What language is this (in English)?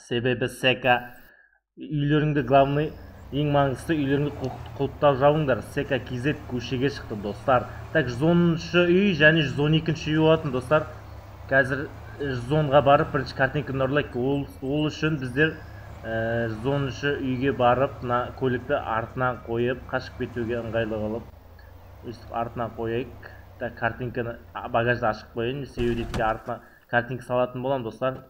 Kazakh